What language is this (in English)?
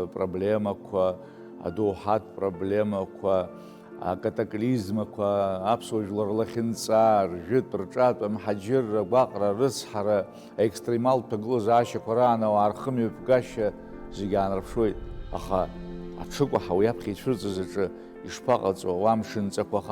Abkhazian